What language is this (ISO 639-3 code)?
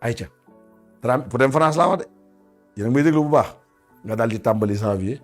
wol